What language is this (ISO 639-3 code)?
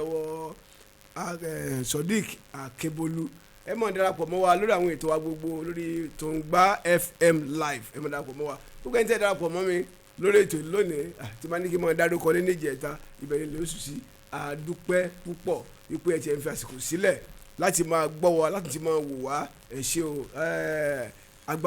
yor